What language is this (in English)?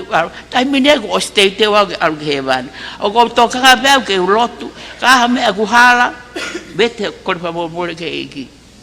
Tongan